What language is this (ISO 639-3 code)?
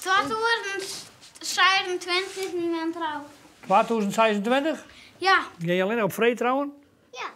fry